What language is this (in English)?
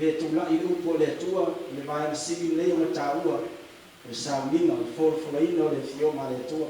Samoan